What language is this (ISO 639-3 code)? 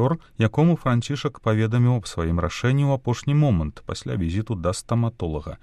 bel